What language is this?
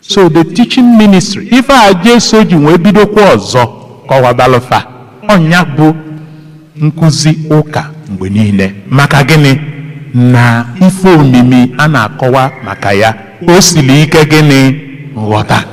Igbo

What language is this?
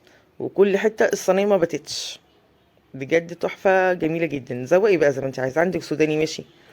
Egyptian Arabic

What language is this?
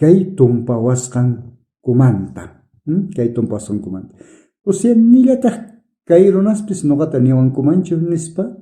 South Bolivian Quechua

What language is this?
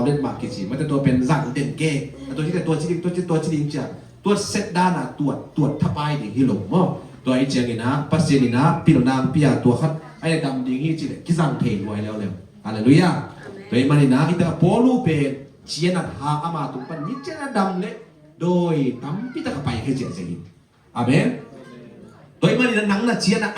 Tedim Chin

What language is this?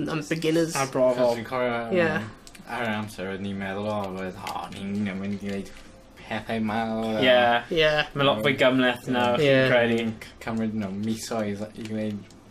Welsh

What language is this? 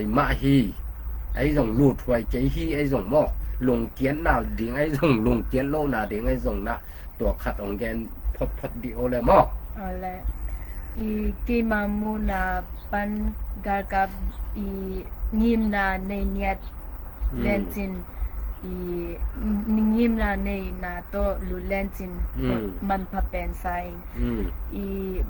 Tedim Chin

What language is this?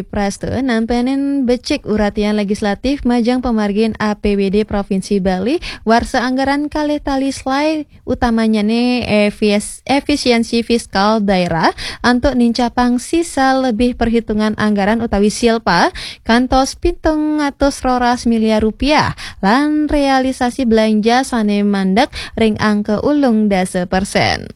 Balinese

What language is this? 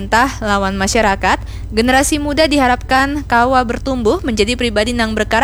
Banjar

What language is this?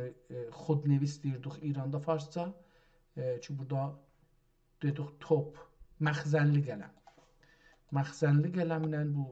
South Azerbaijani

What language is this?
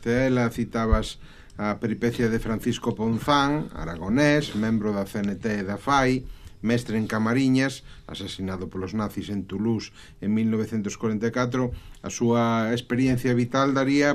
Galician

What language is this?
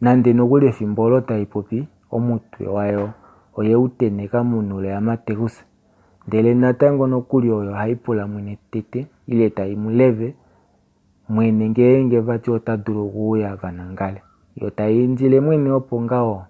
Kuanyama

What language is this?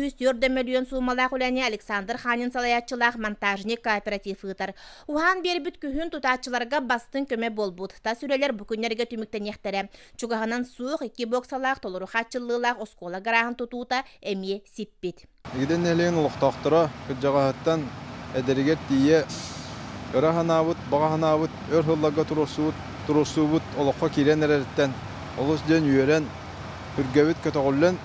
Yakut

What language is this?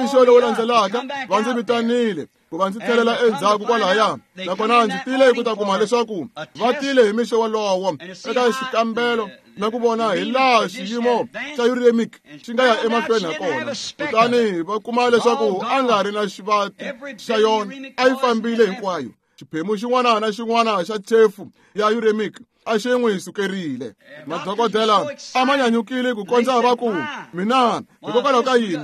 Tsonga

